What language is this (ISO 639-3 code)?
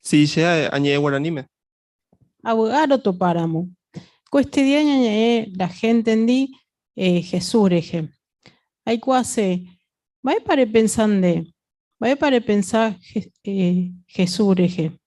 grn